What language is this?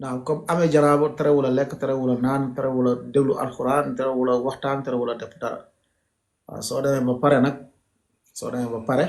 Wolof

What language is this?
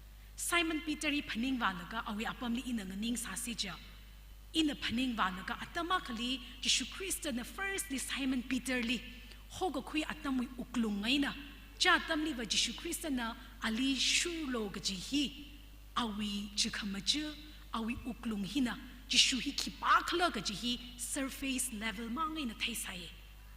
Tangkhul Naga (India)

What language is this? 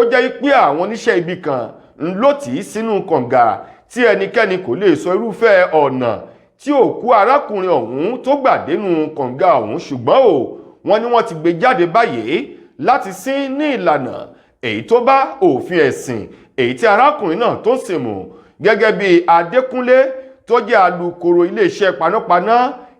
Yoruba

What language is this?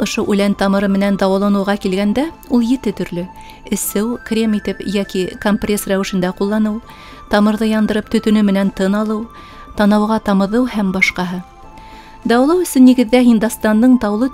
Bashkir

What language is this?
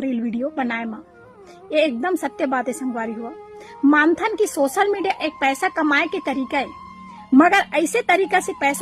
Chhattisgarhi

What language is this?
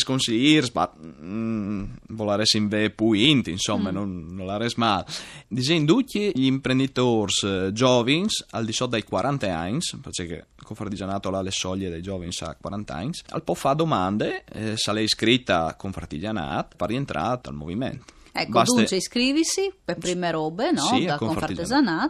Friulian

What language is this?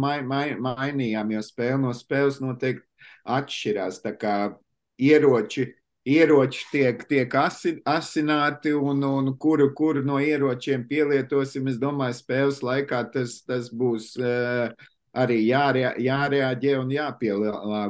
Latvian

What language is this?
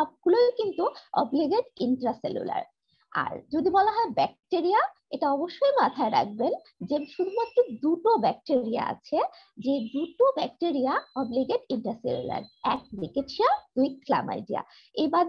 Bangla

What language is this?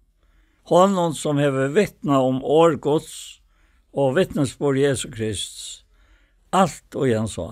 Faroese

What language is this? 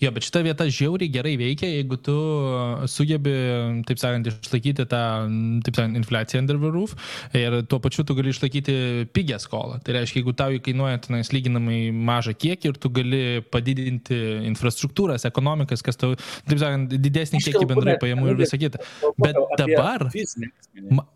Lithuanian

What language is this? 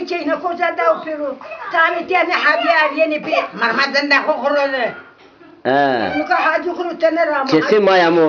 Zaza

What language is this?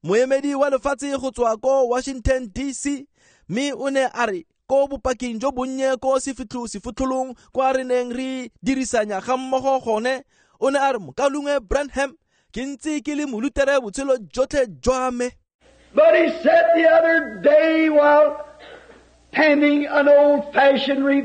Tswana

